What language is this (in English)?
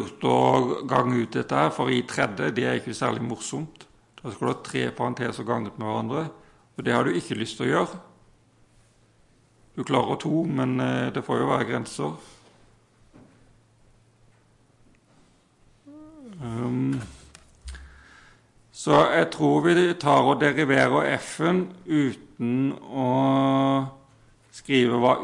Norwegian